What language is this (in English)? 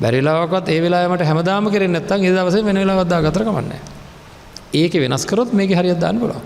Sinhala